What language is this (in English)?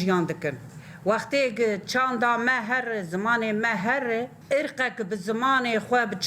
Kurdish